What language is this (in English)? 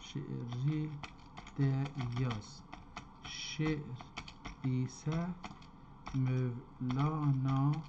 South Azerbaijani